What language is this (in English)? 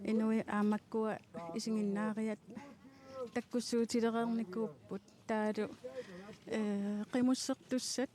Kalaallisut